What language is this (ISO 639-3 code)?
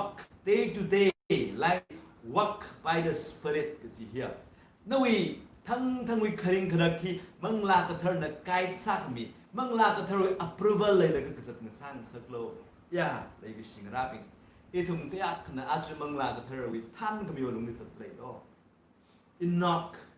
nmf